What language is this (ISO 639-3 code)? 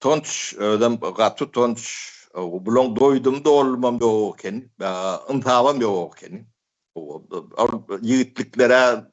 tuk